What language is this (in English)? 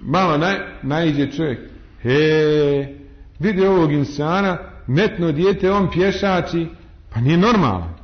Bosnian